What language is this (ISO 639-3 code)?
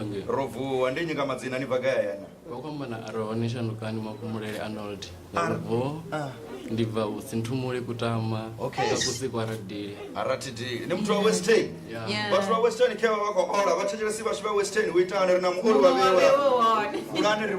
ven